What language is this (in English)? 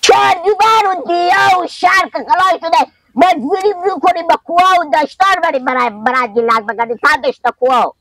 Persian